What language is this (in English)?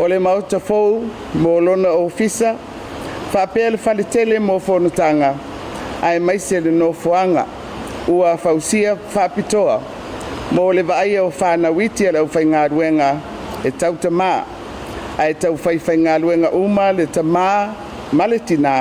Samoan